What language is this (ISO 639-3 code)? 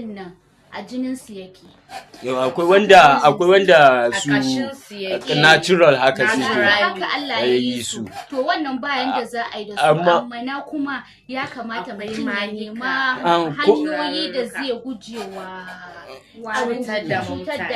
hau